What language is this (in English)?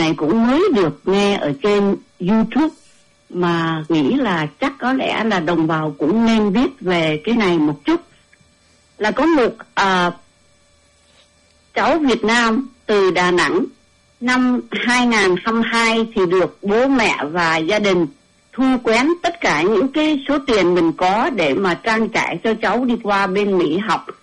Vietnamese